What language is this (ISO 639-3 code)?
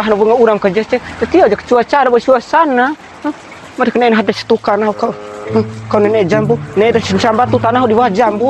bhp